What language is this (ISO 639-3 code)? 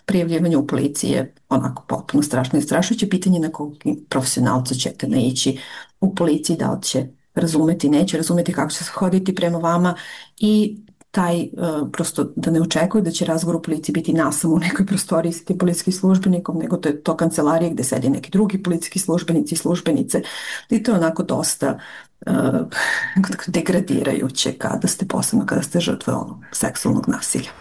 srp